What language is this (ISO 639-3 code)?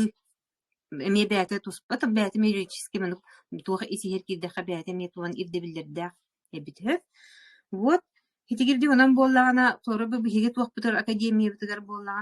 sah